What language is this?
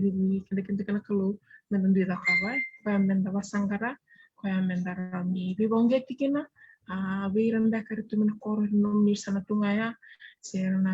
Fijian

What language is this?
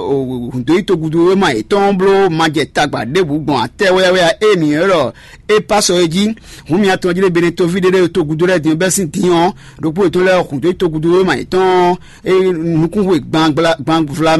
Fon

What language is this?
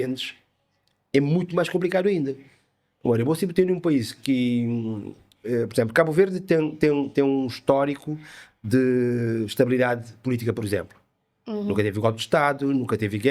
Kabuverdianu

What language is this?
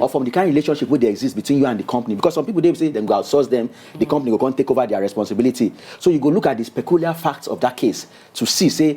Nigerian Pidgin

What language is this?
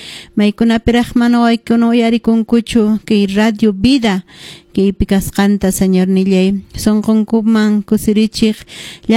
Quechua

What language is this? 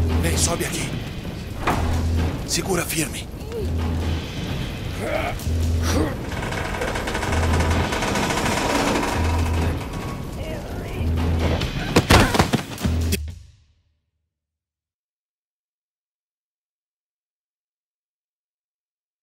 Portuguese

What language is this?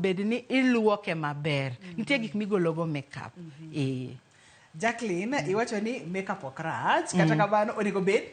Luo (Kenya and Tanzania)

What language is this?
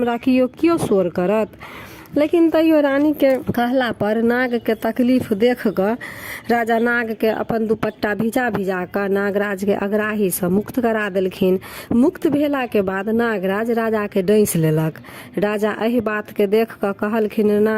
Maithili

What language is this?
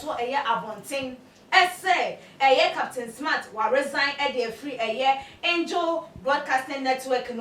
Akan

